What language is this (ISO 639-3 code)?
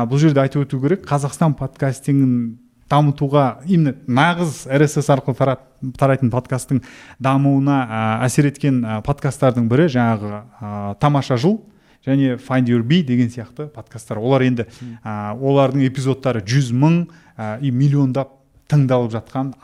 kaz